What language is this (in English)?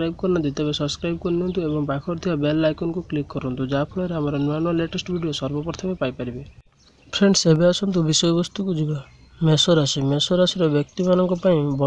Odia